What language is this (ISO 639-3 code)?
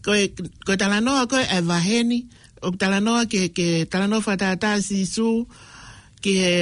ton